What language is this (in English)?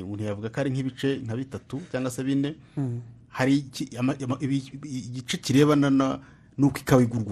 Kinyarwanda